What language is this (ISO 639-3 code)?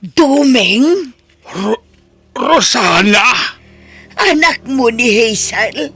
ilo